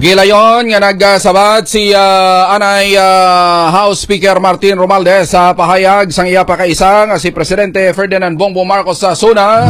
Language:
Hiligaynon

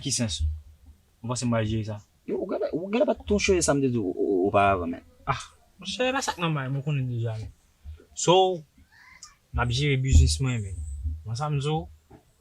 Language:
Haitian Creole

